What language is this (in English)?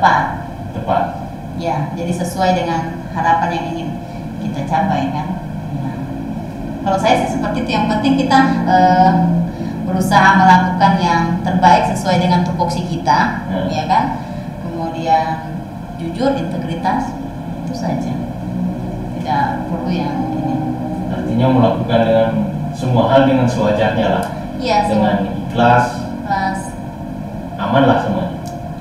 Indonesian